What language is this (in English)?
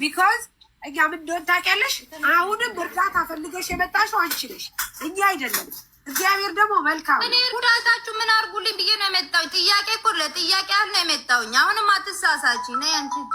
Amharic